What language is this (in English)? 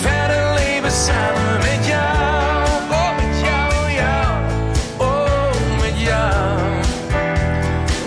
Dutch